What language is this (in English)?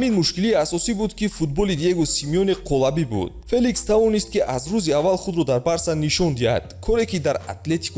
Tajik